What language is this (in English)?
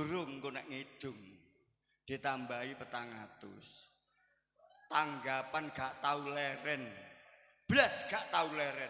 Javanese